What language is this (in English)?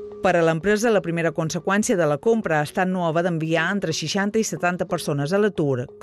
Catalan